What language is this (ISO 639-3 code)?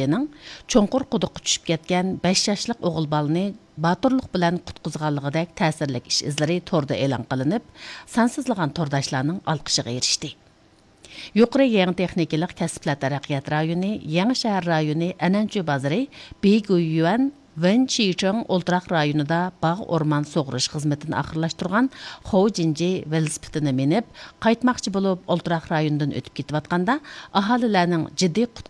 uig